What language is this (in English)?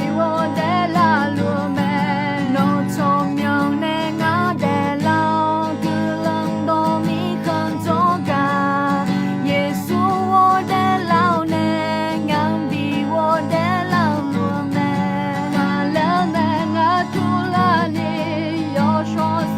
Akha